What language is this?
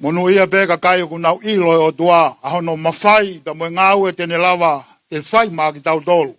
Tongan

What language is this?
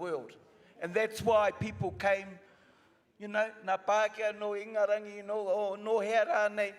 Māori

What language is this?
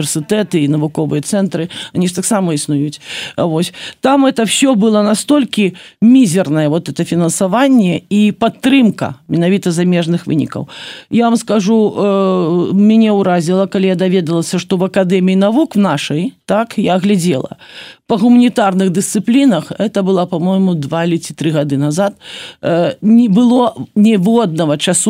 Belarusian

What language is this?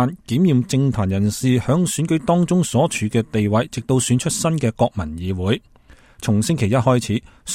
Cantonese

